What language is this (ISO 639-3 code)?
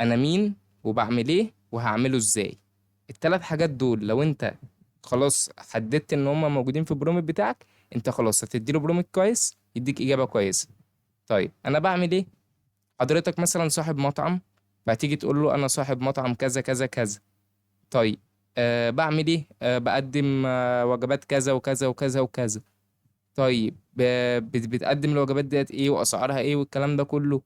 arz